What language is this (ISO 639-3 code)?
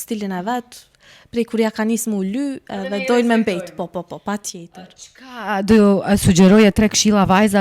sqi